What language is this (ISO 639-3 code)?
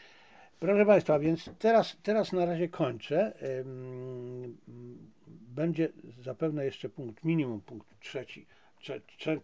pol